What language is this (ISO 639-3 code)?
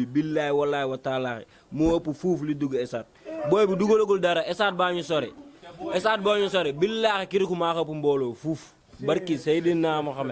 wol